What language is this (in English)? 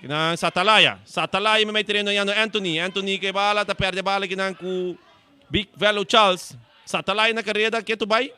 Papiamento